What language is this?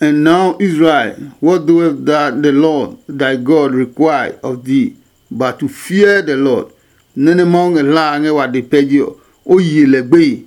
Adangme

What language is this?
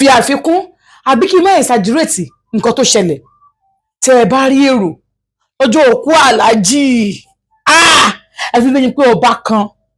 Yoruba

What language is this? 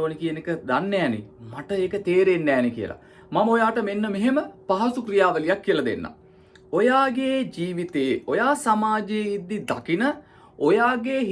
Sinhala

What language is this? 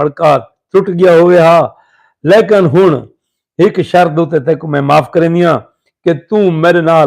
Saraiki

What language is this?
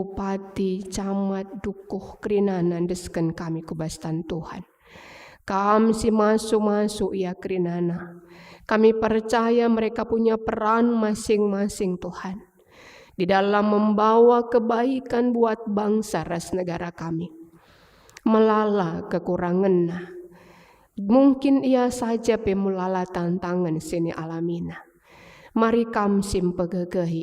Batak Karo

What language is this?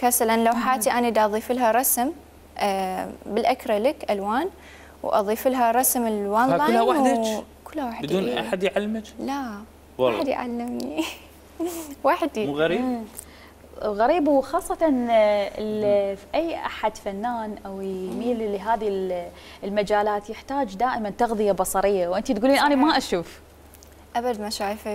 Mesopotamian Arabic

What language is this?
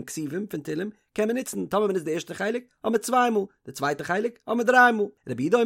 Yiddish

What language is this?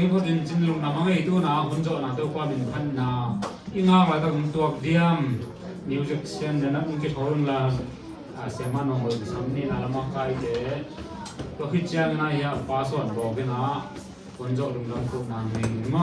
Tedim Chin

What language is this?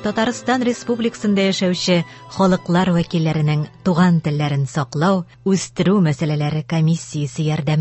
Tatar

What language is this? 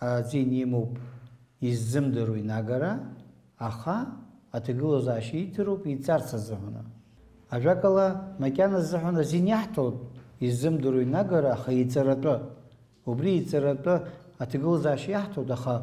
Abkhazian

